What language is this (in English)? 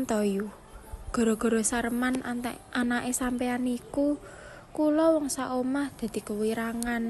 Javanese